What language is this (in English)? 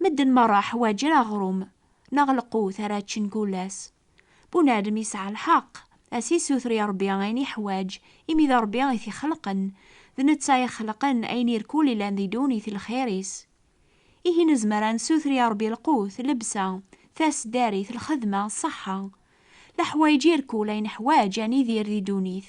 Kabyle